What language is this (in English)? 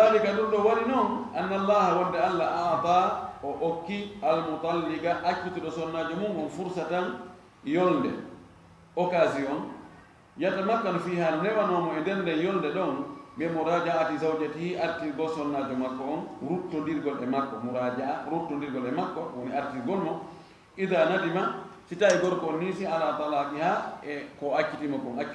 Fula